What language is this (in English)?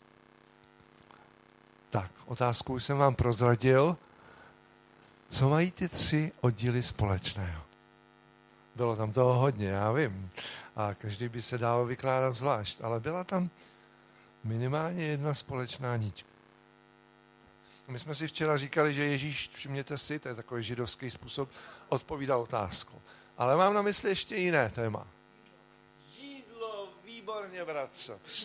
Czech